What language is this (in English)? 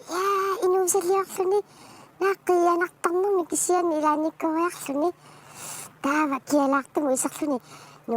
Kalaallisut